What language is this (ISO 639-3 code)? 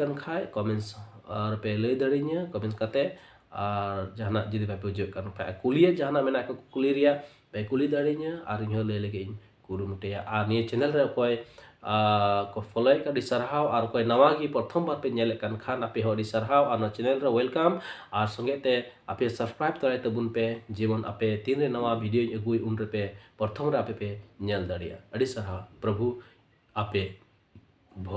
sat